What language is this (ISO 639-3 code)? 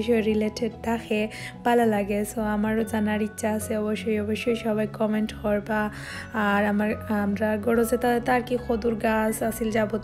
syl